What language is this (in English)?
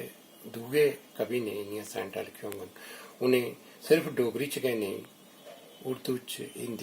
Dogri